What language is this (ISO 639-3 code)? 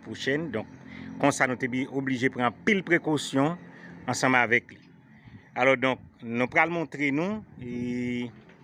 hat